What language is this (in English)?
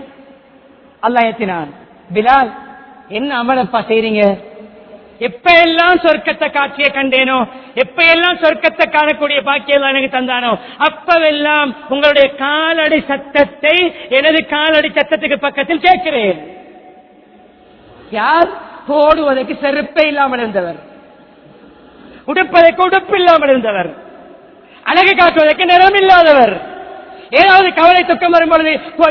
Tamil